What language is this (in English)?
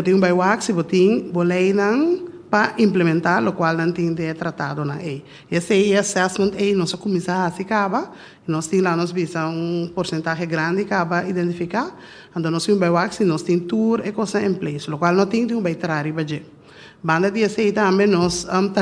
Papiamento